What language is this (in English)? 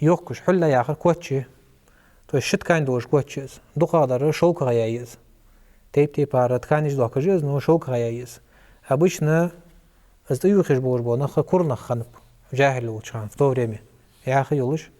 Ingush